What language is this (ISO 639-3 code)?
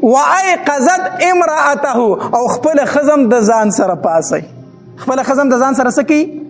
pus